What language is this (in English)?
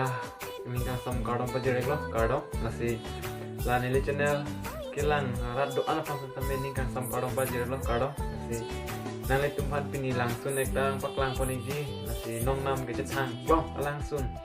Karbi